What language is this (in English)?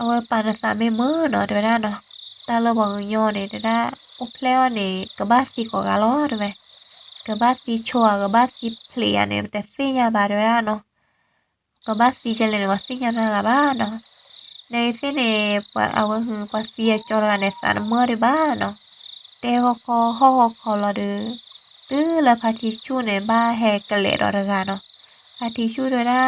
S'gaw Karen